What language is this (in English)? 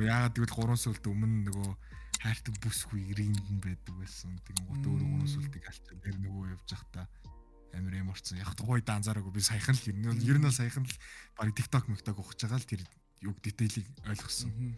Mongolian